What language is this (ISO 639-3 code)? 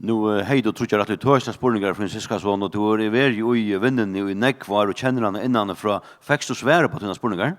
fao